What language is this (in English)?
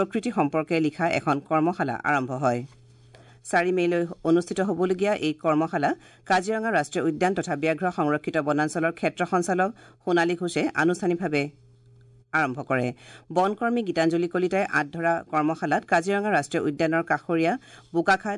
Assamese